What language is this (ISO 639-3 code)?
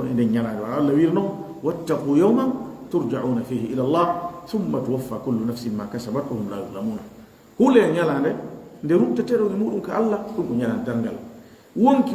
ful